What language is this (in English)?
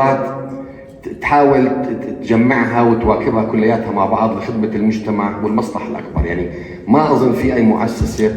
North Levantine Arabic